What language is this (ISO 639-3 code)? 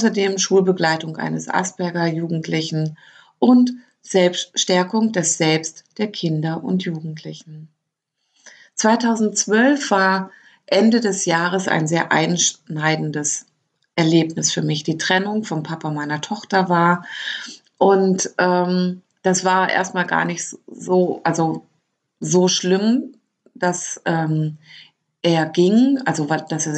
deu